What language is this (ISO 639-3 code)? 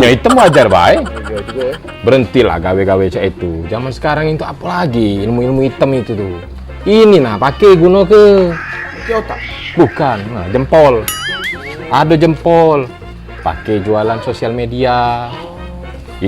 mui